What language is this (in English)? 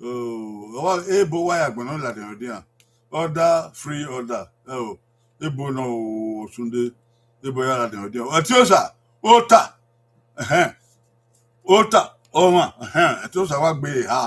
Bini